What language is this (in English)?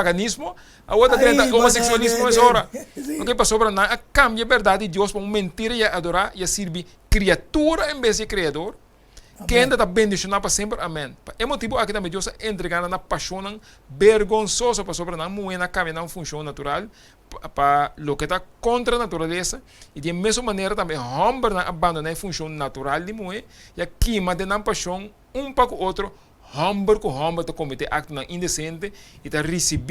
Papiamento